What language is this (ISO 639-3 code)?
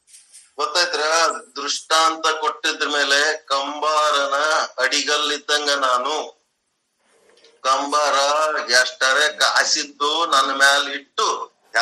kan